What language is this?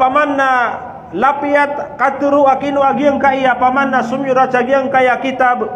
Maranao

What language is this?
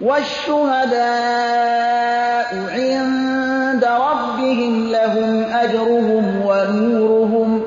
Persian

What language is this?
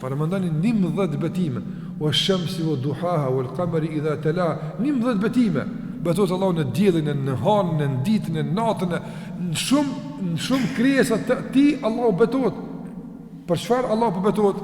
Albanian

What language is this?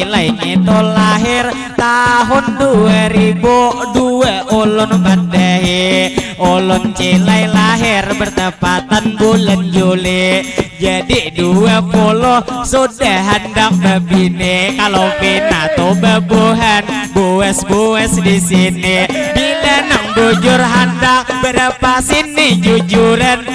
Banjar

